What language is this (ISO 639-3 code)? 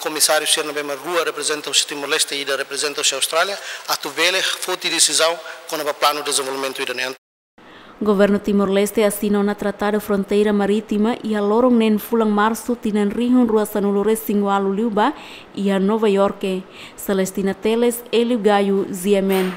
tet